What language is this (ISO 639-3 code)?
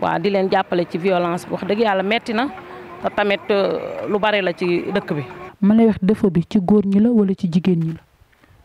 wol